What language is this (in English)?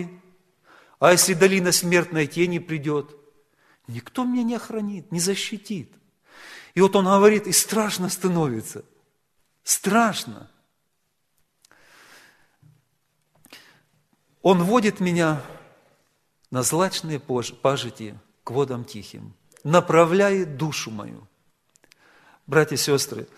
Russian